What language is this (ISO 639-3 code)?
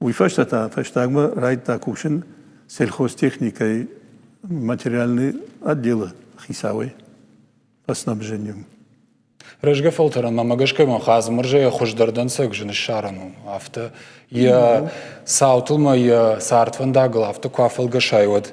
oss